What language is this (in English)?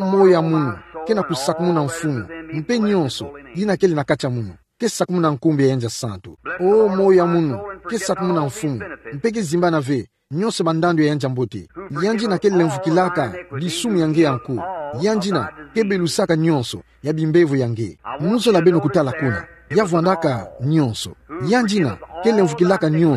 Kituba (Democratic Republic of Congo)